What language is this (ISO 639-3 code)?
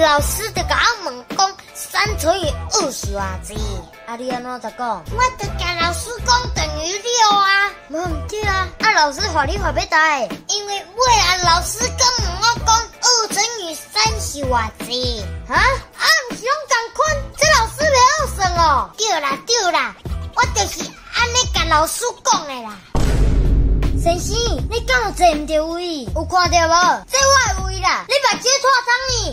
nan